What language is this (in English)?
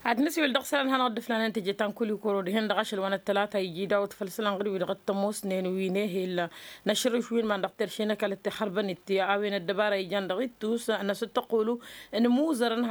Tamasheq